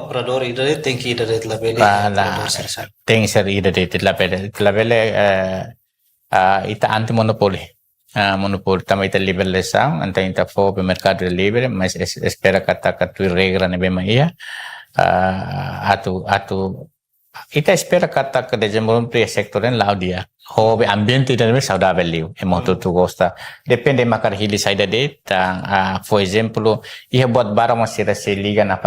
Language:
Tetum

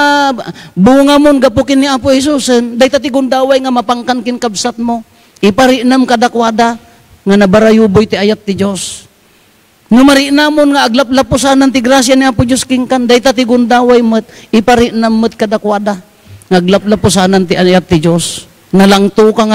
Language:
Iloko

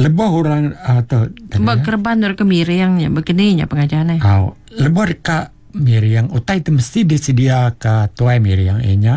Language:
Iban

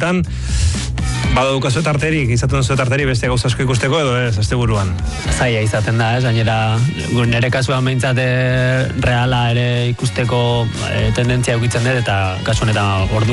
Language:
Basque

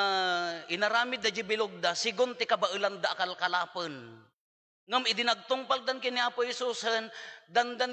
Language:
Iloko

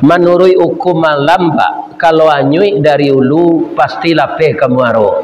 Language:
Minangkabau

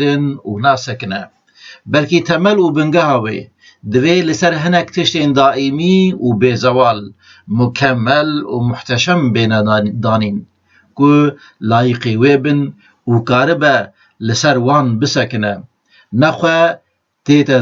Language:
Kurdish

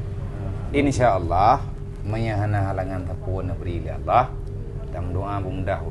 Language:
Achinese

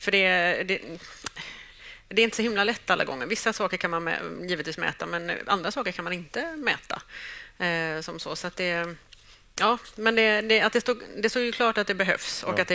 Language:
Swedish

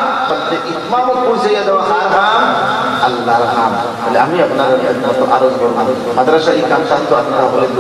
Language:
Sylheti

